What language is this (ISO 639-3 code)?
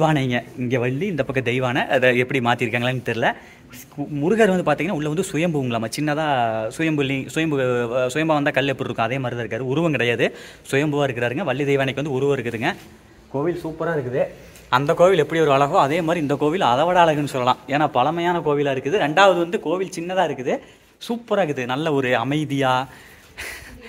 tam